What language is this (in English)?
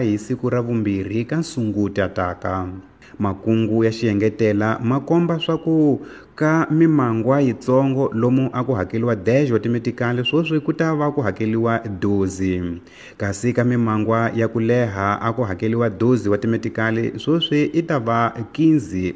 Tsonga